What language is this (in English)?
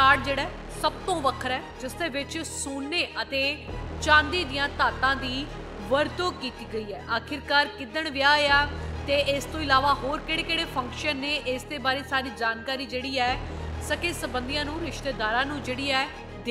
Punjabi